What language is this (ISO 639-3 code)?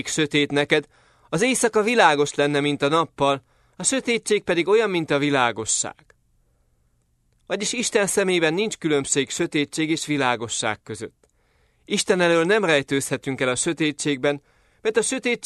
hun